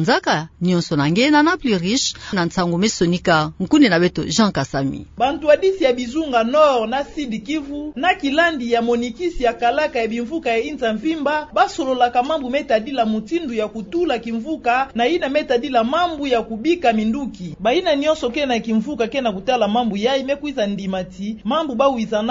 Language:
Kituba (Democratic Republic of Congo)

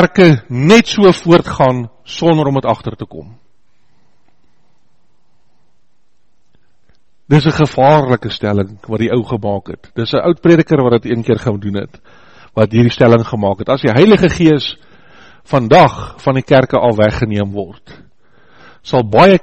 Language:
Afrikaans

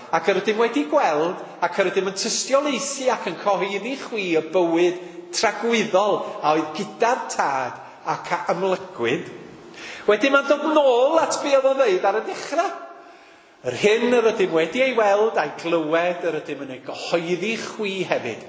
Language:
Welsh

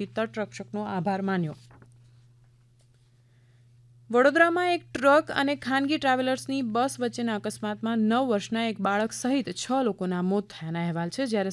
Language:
Gujarati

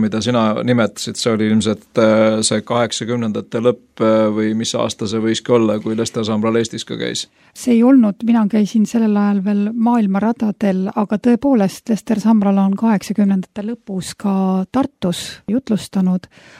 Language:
Estonian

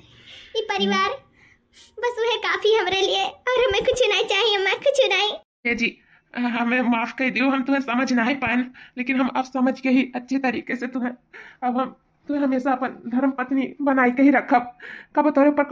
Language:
Awadhi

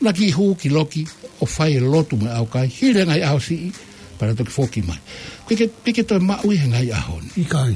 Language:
Tongan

